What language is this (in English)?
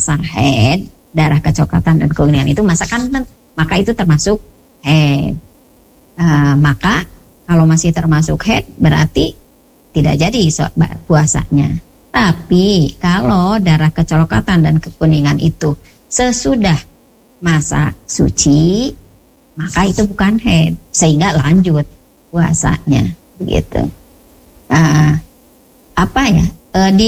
Indonesian